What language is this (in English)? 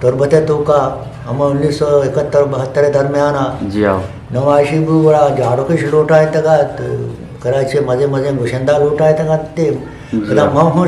Eastern Balochi